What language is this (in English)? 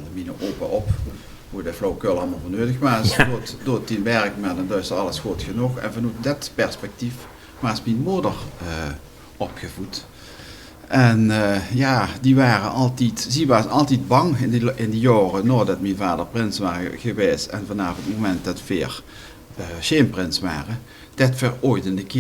Limburgish